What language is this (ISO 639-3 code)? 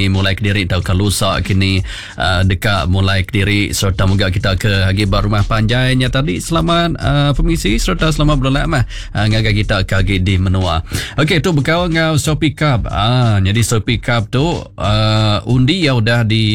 iba